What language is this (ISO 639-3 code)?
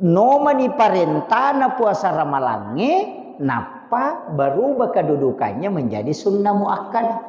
bug